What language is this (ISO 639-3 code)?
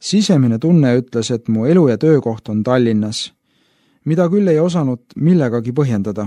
est